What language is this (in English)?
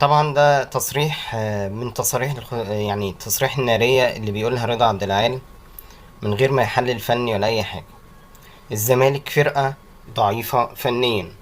Egyptian Arabic